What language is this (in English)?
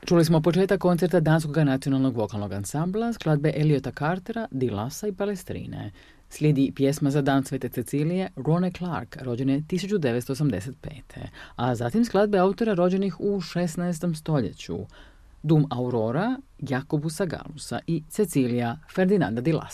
Croatian